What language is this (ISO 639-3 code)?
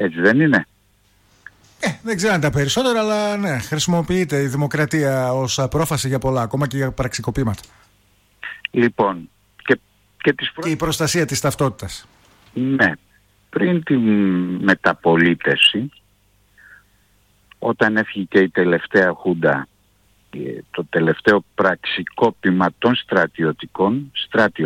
ell